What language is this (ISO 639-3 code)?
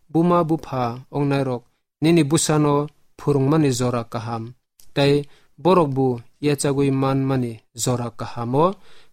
trp